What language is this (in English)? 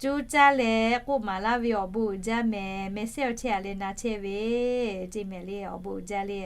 Lahu